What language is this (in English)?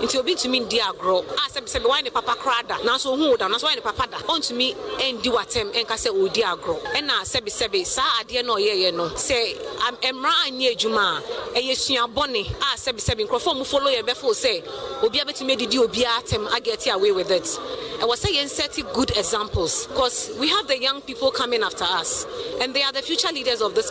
Akan